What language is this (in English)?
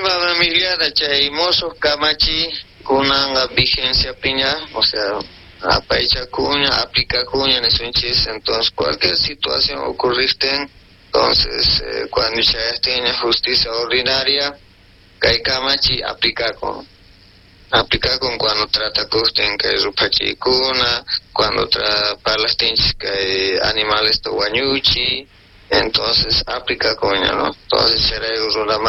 South Bolivian Quechua